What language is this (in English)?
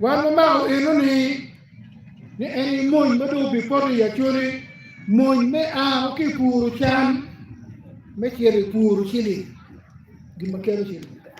Acoli